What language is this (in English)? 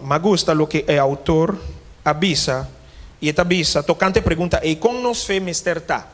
Papiamento